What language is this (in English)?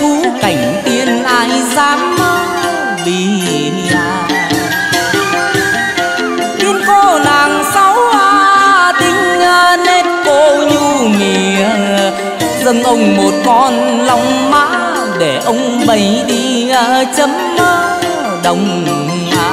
Vietnamese